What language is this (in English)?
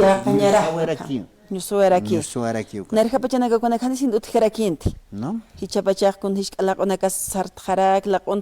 Aymara